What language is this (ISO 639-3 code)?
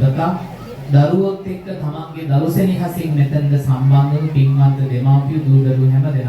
sin